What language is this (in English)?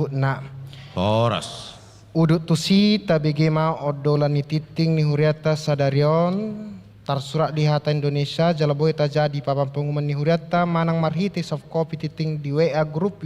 Batak Toba